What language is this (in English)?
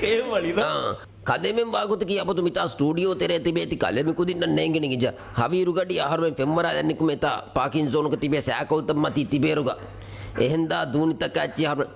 Divehi